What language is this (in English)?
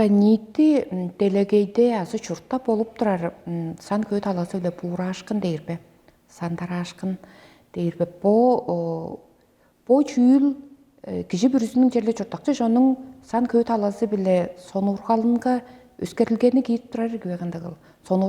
Tuvinian